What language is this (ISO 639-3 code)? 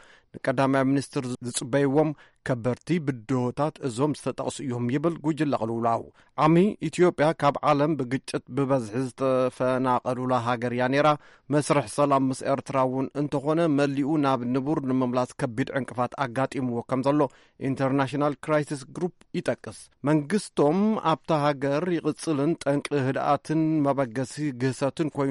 tir